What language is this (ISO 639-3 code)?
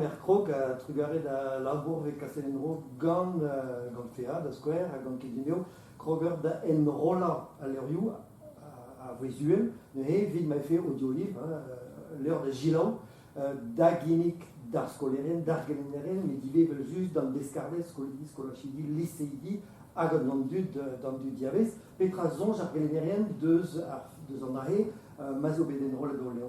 bre